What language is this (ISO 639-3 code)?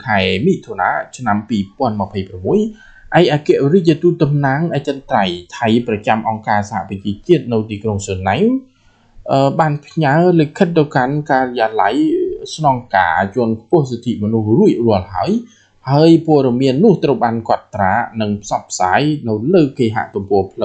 khm